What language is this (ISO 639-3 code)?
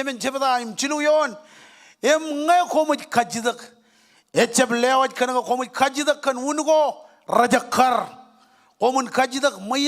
mah